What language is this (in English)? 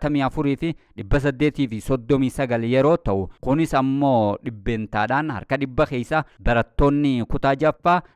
Oromo